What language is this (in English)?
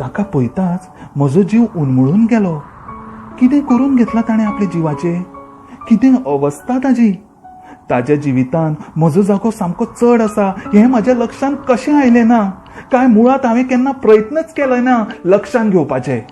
Konkani